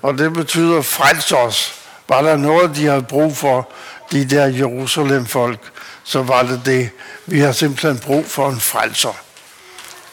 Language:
Danish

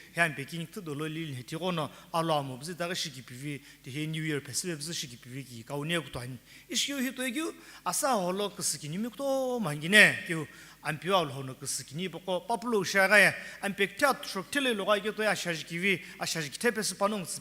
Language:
Sumi Naga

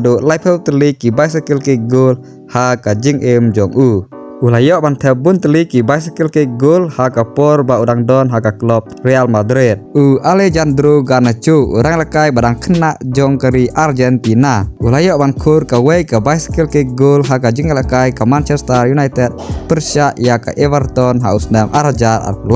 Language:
Khasi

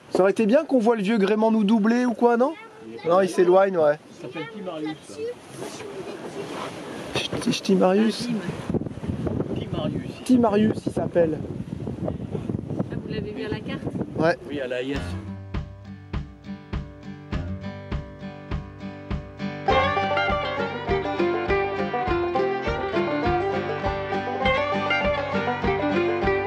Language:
French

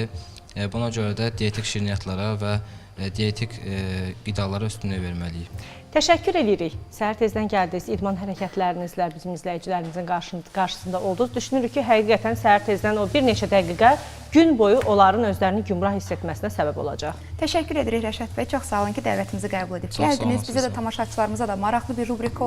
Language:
Azerbaijani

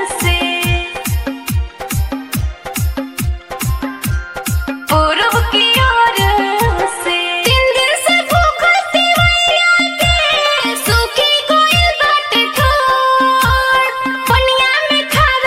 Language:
Bhojpuri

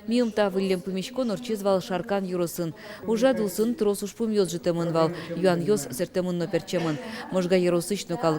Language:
Udmurt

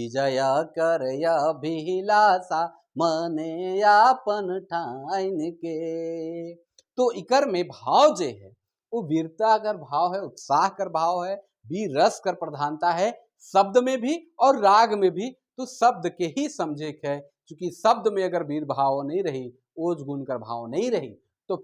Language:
Sadri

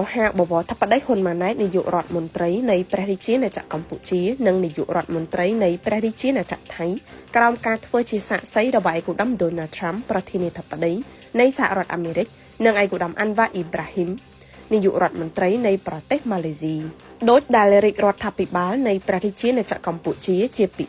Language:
Khmer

